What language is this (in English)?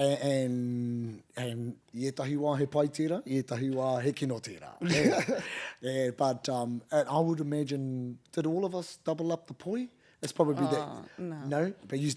Māori